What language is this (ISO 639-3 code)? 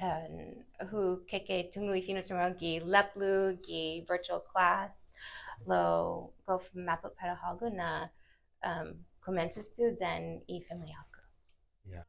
cha